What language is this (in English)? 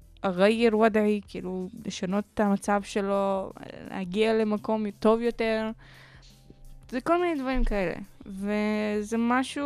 Hebrew